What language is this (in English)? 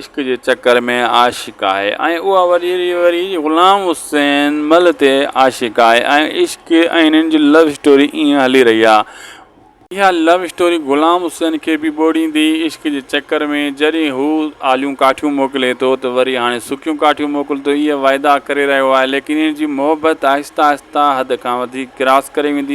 Sindhi